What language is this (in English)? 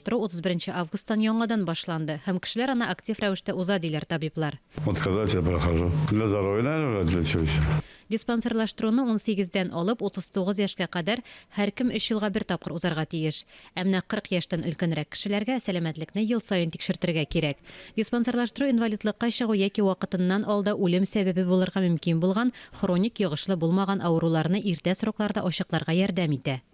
Tatar